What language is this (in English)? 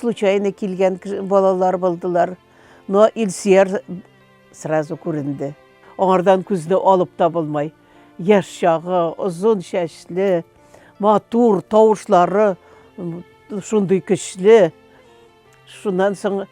Bashkir